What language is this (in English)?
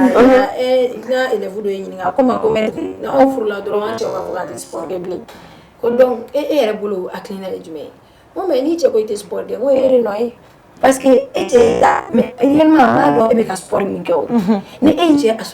Bambara